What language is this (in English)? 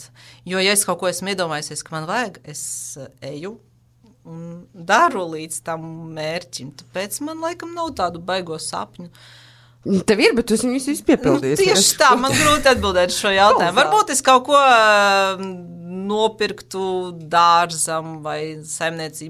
Latvian